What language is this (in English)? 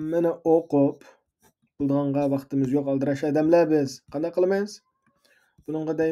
Uyghur